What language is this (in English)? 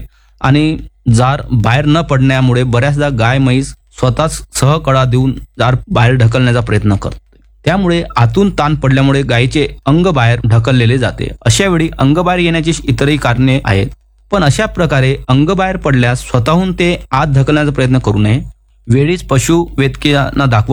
Marathi